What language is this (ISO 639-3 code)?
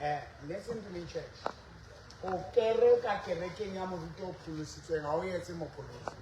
sot